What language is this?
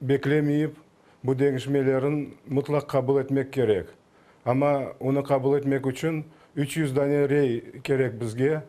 Crimean Tatar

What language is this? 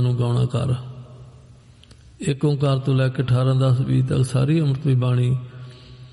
Punjabi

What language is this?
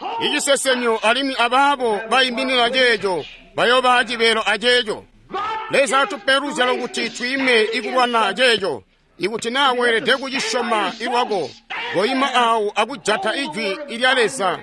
Tonga (Zambia)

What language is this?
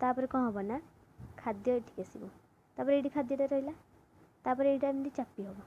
Odia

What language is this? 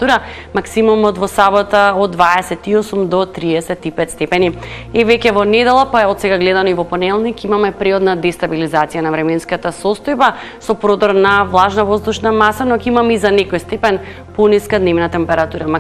Macedonian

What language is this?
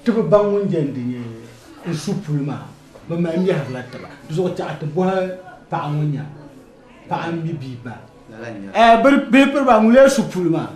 Dagbani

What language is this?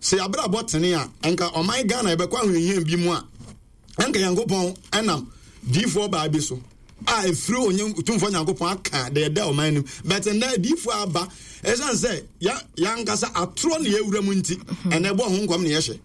Akan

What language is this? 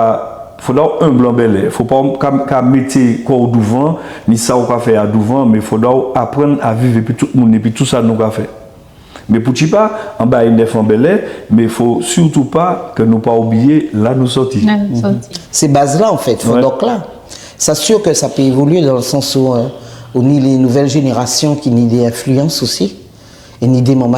Guadeloupean Creole French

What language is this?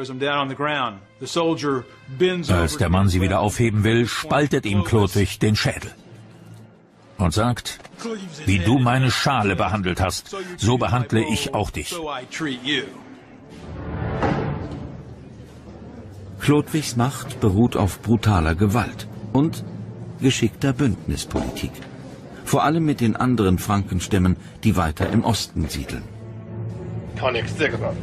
German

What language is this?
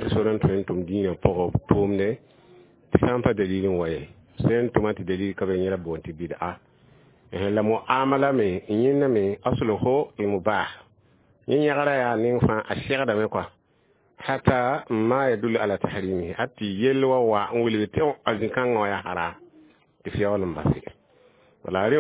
Mossi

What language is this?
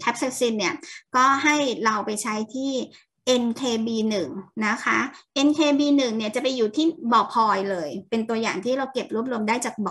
Thai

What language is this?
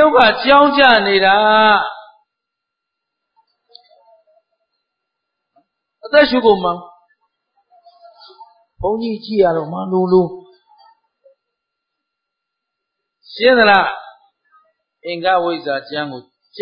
Burmese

